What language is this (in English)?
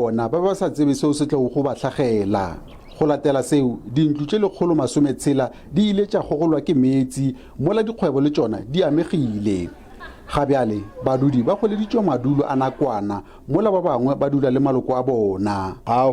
Northern Sotho